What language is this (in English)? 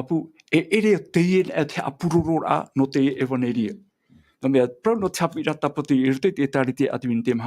Tahitian